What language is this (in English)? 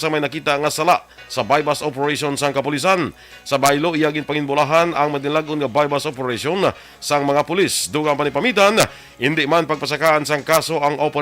Hiligaynon